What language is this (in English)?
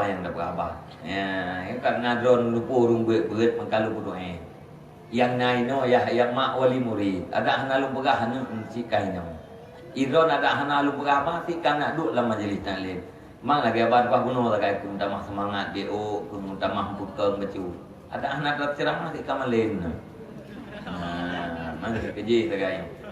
Achinese